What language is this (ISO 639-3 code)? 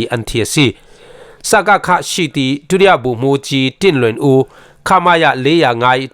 cfm